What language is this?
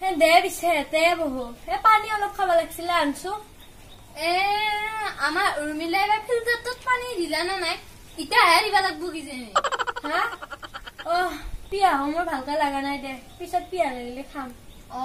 Assamese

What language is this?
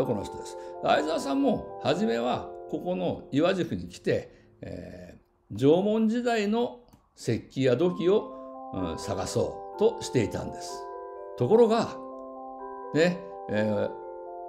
Japanese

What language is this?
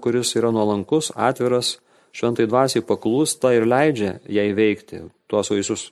Lithuanian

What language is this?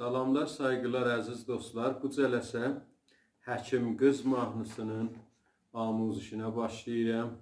South Azerbaijani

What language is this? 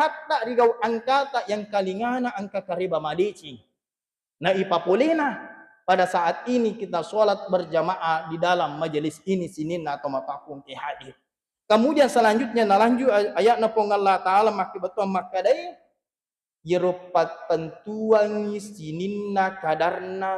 Buginese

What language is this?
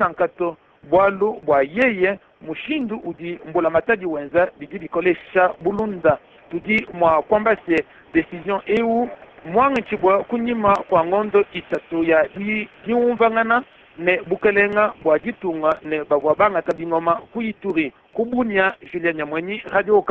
Luba-Lulua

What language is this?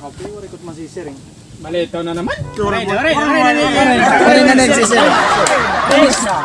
Waray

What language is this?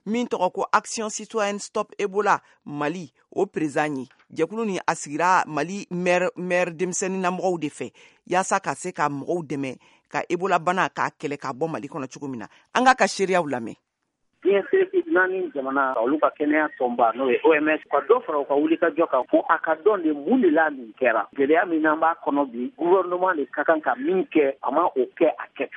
Bambara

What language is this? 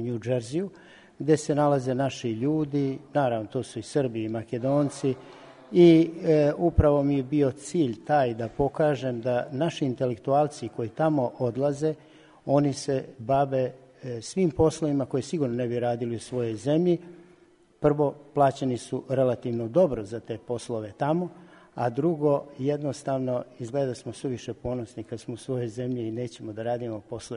Serbian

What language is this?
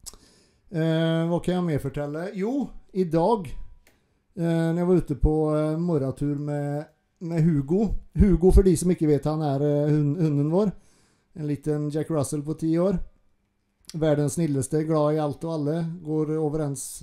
Norwegian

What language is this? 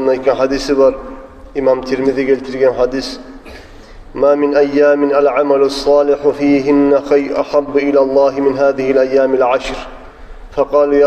Kumyk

